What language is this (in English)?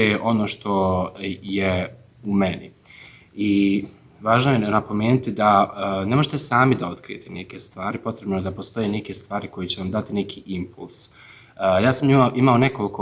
Bosnian